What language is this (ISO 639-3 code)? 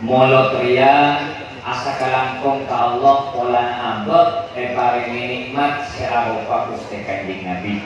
mad